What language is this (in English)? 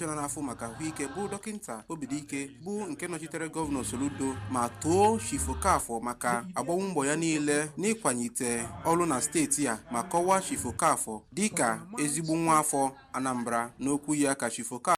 Igbo